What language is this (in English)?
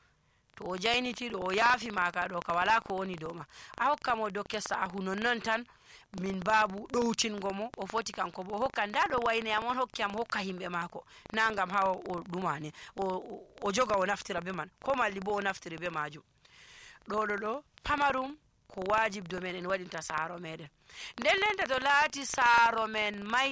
Nigerian Fulfulde